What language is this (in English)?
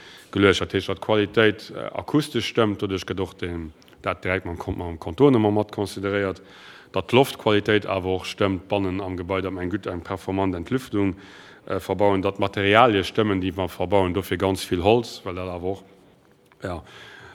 Luxembourgish